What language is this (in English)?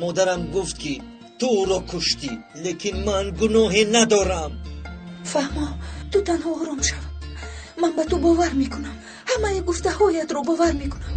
Tajik